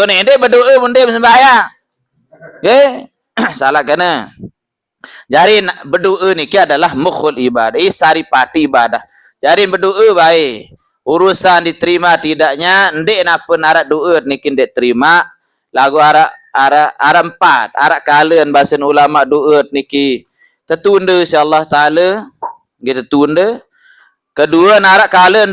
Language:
Sasak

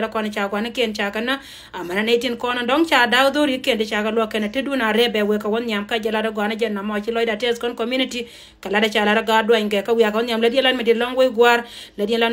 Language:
Nuer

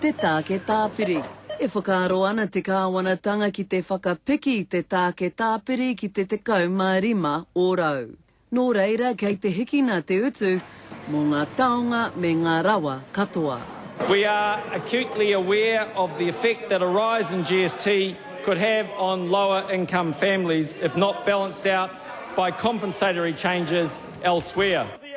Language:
Māori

